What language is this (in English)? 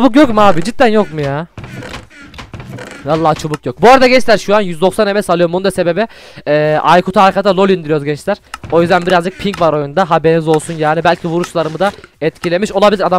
Turkish